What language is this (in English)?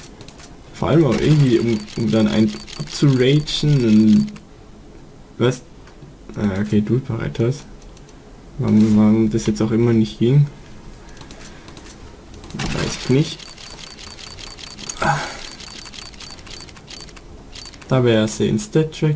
German